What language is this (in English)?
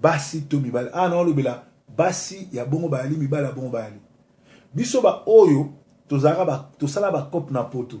Lingala